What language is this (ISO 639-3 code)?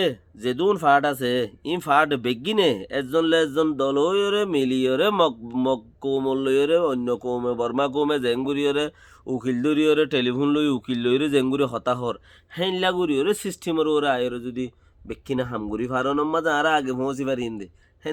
rhg